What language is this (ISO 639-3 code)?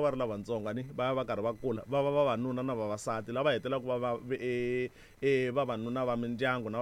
tso